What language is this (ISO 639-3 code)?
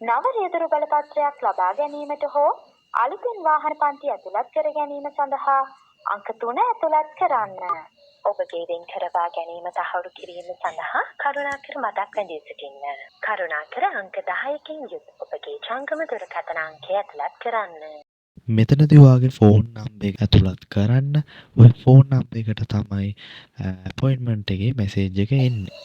sin